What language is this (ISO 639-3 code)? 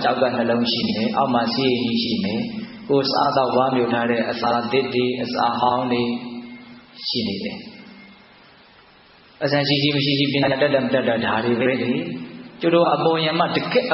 mya